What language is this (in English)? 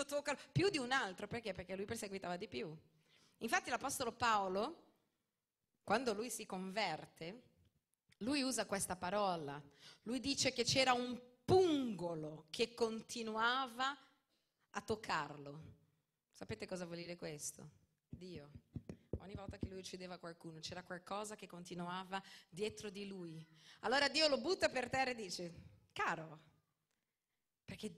Italian